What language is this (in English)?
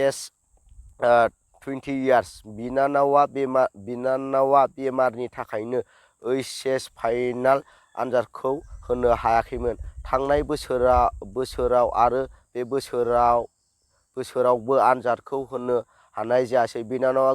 Bodo